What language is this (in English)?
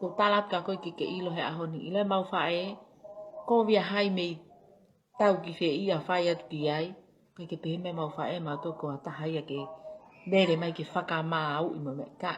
Tongan